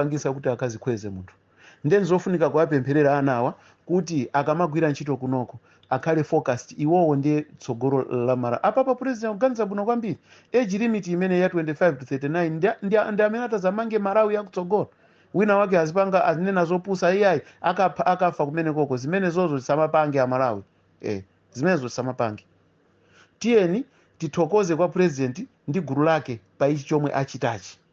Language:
Nyanja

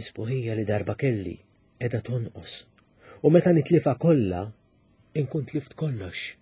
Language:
Maltese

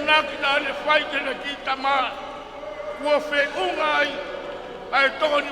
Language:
Tongan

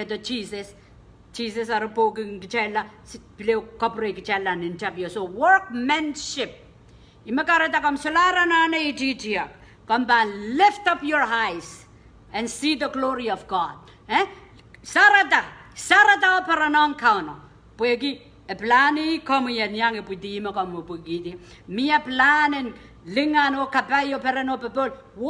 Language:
Pohnpeian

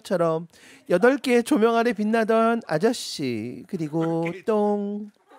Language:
Korean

